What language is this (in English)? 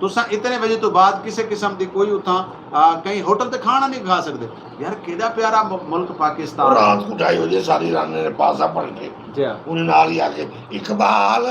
Saraiki